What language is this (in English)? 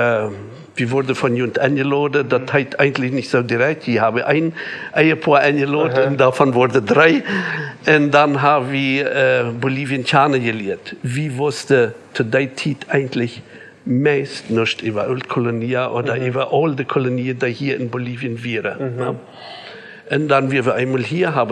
Plautdietsch